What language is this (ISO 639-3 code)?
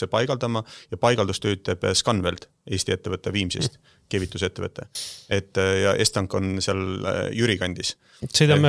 est